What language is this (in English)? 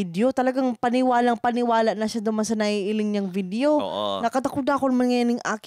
Bikol